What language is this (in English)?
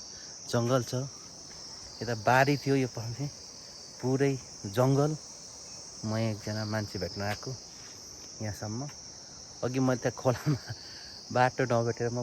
Nepali